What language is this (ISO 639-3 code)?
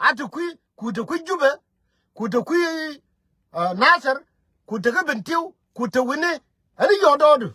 nus